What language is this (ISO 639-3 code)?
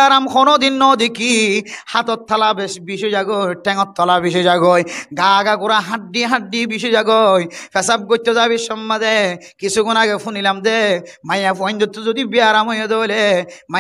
rhg